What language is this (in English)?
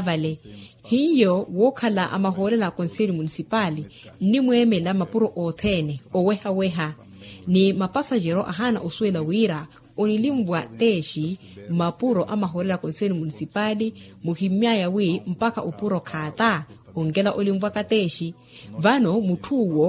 Makhuwa